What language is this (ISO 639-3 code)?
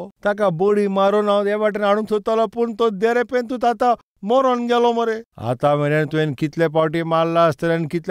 kok